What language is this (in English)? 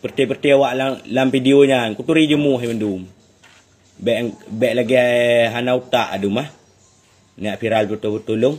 Achinese